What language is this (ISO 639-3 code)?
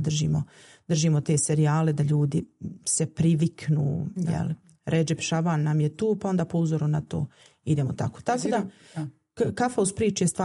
bos